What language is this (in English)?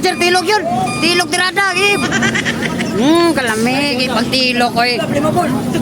Cebuano